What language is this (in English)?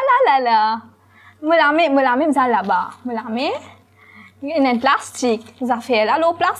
Morisyen